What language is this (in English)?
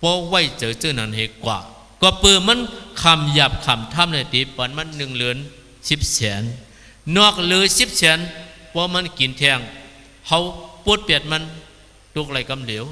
Shan